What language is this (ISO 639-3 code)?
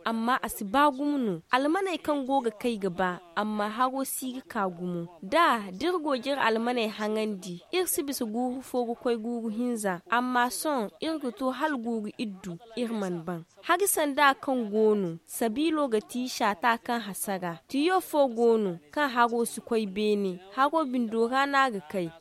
dje